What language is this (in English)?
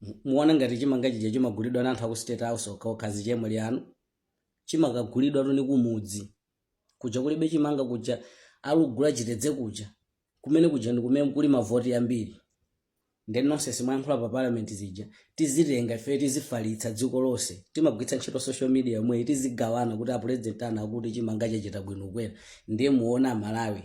Nyanja